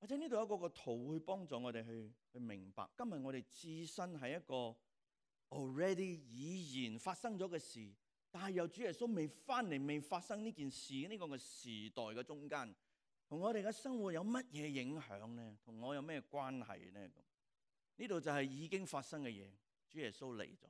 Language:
Cantonese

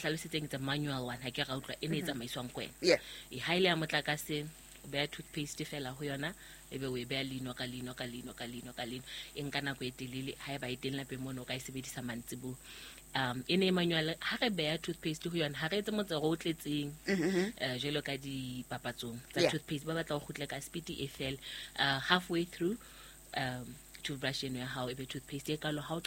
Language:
Southern Sotho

